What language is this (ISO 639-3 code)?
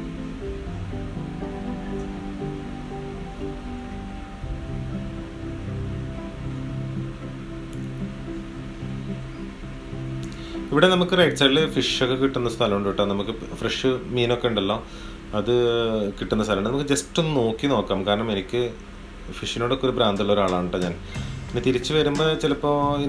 mal